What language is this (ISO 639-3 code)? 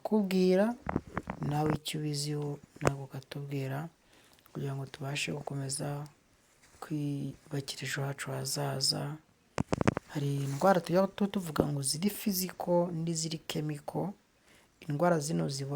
kin